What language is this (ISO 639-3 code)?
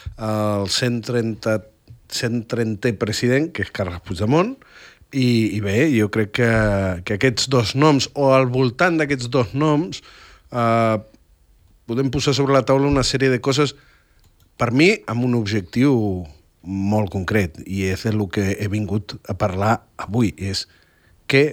cat